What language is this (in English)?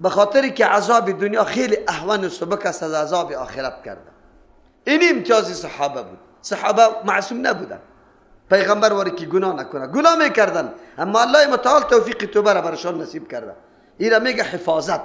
Persian